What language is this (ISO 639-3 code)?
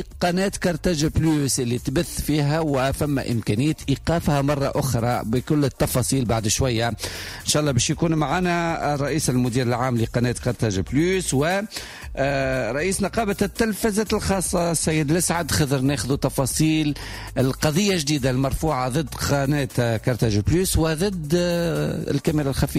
aeb